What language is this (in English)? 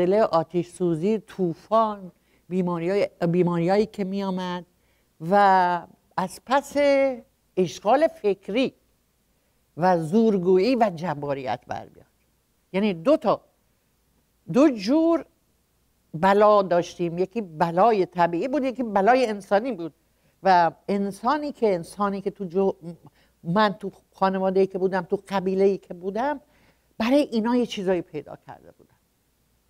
Persian